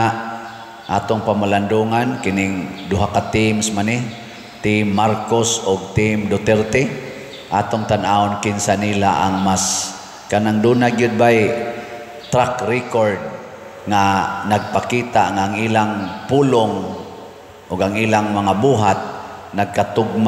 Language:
Cebuano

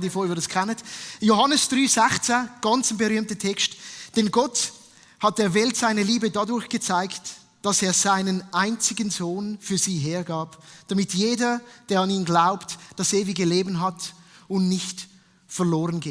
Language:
Swiss German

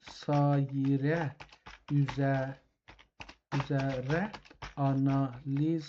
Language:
South Azerbaijani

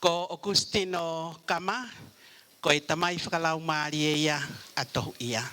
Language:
Tongan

